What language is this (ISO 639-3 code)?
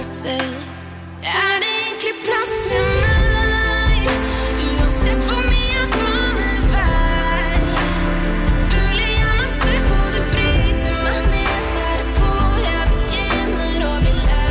nor